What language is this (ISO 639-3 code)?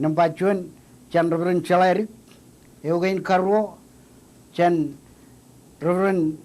mah